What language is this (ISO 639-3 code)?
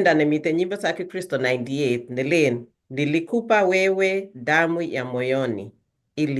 kln